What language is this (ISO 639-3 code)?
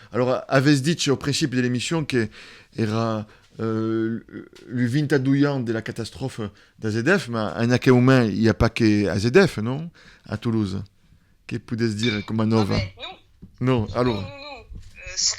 oci